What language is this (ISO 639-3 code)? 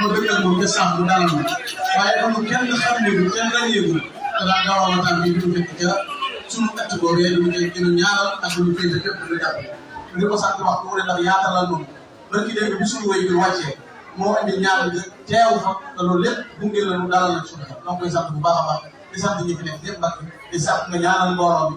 wol